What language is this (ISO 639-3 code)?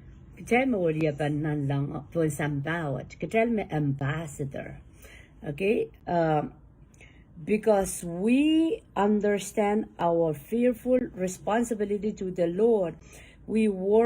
pon